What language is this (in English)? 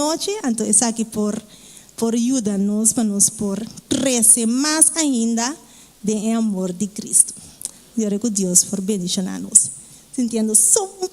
Papiamento